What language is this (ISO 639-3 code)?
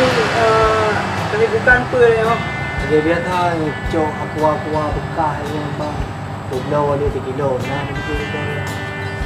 ace